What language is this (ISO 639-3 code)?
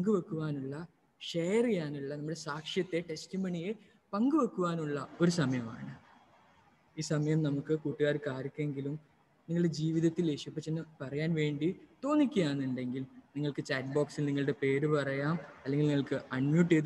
mal